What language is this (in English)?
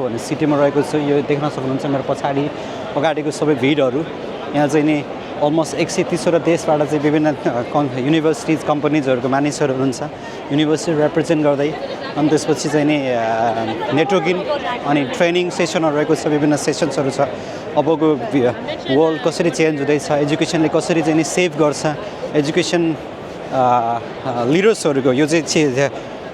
Nepali